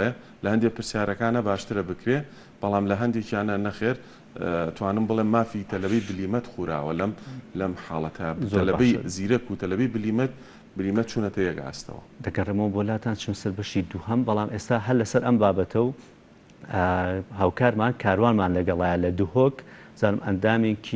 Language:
Central Kurdish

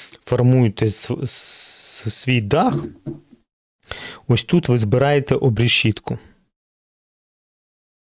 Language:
Ukrainian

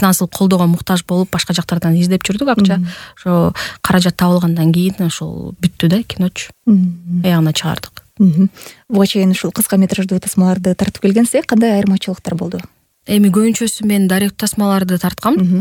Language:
Kyrgyz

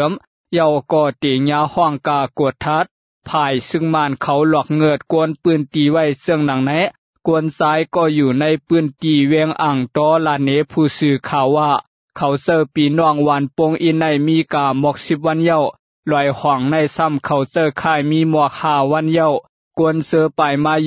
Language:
Lao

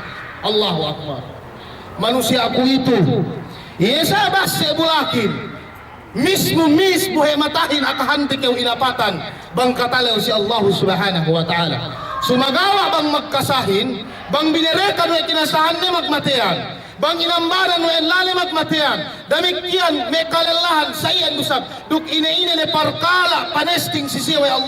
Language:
Yakan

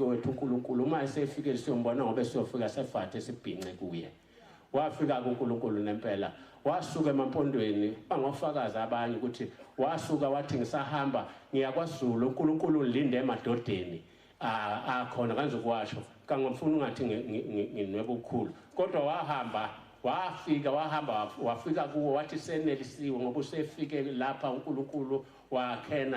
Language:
Zulu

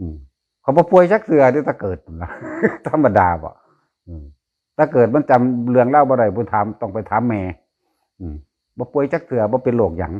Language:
Northeastern Thai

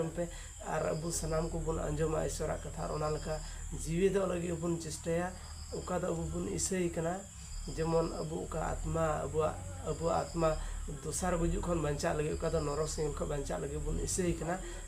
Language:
Santali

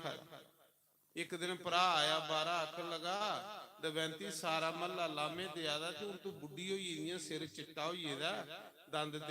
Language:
Dogri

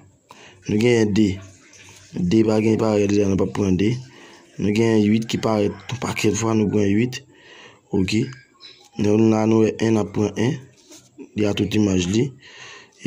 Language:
Haitian Creole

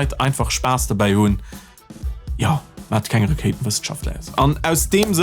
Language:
Luxembourgish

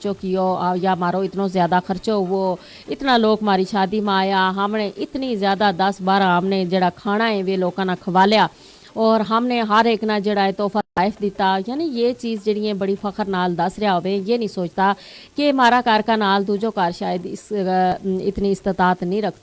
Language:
Gujari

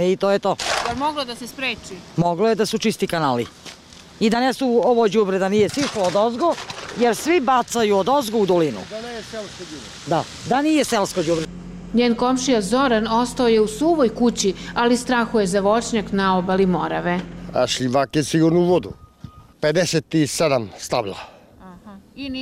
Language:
Serbian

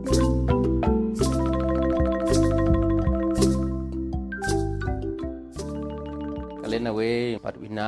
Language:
Poqomchi'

